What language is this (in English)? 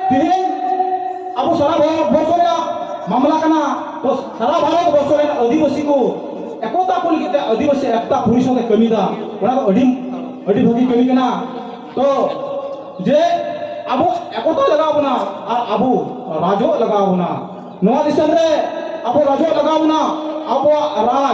Santali